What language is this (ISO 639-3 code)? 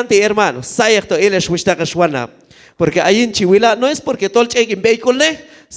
kjb